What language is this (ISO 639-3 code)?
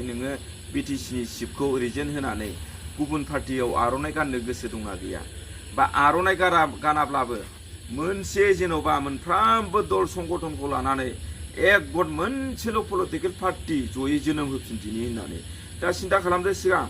brx